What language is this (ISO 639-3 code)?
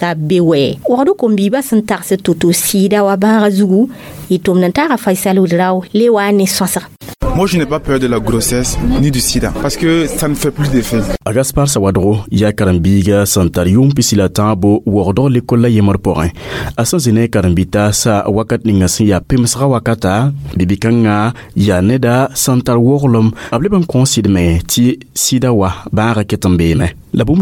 mos